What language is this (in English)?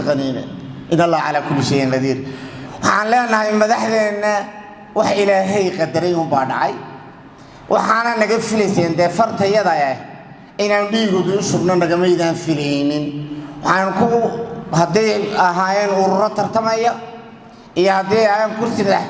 Somali